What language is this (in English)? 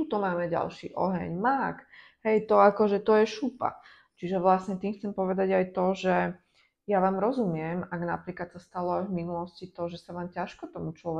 Slovak